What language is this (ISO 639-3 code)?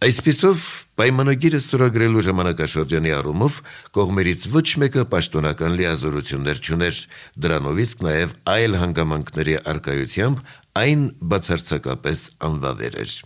hye